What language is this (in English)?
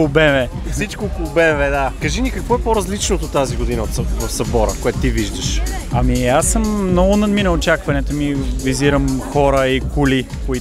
Bulgarian